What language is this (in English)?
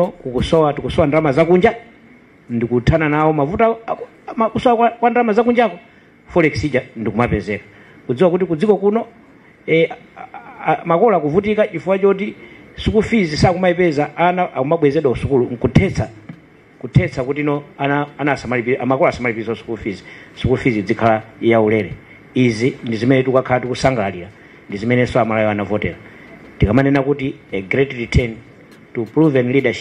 Nyanja